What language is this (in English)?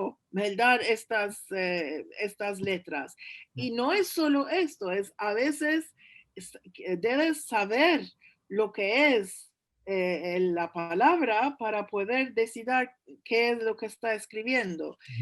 Ladino